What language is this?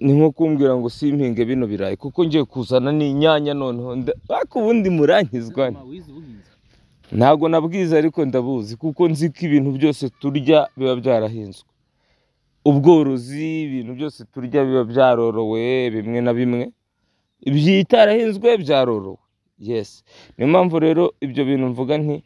Kinyarwanda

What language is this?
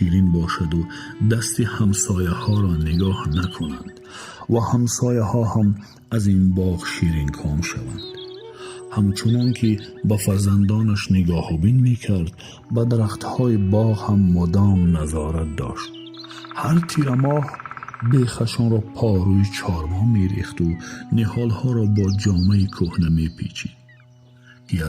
Tajik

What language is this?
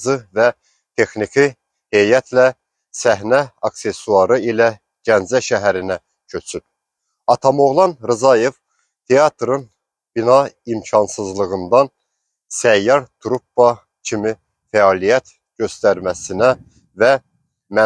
Azerbaijani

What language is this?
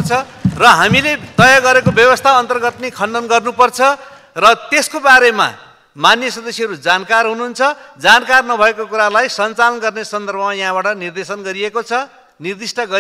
Nepali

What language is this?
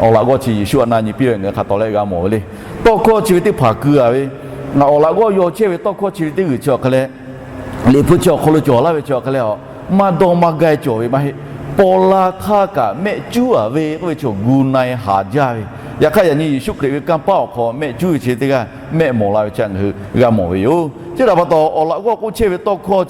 Lahu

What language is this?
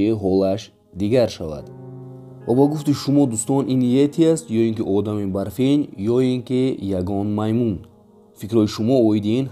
Tajik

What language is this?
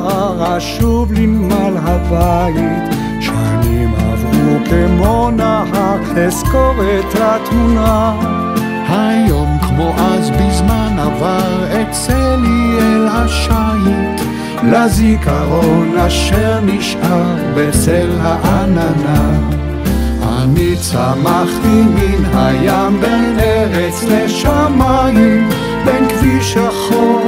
Hebrew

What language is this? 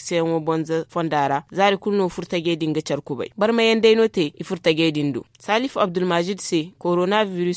Zarma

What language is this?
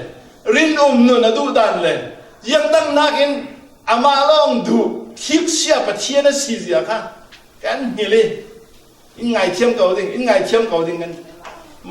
Falam Chin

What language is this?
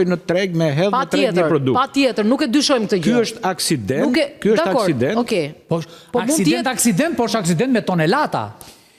Albanian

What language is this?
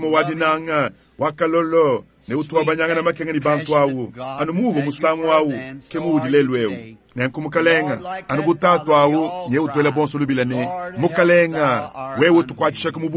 Luba-Lulua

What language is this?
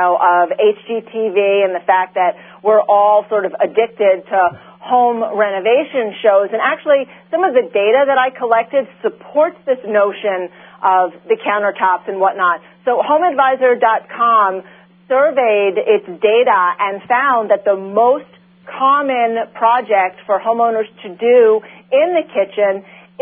English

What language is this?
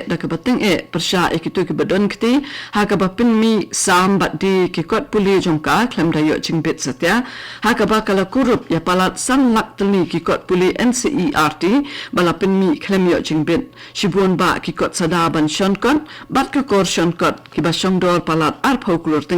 Khasi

